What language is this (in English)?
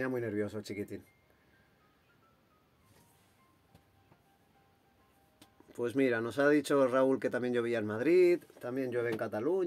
Spanish